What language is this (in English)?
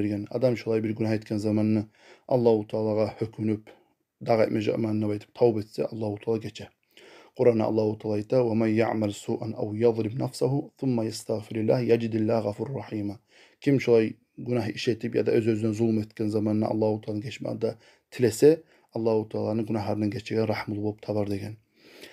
Kumyk